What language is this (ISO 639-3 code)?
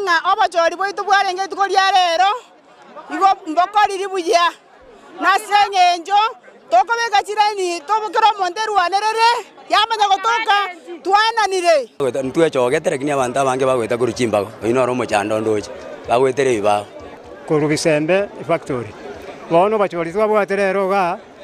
guz